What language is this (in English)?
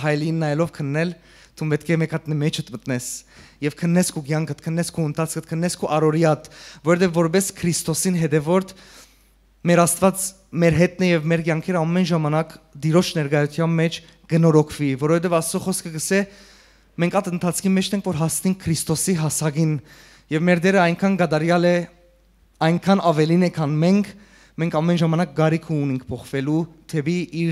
Western Armenian